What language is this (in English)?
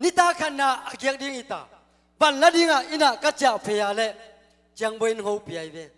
Tedim Chin